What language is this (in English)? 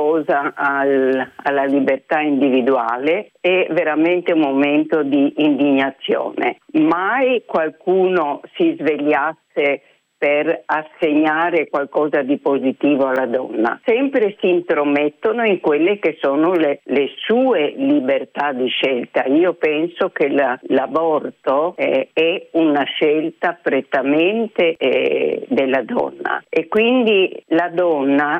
Italian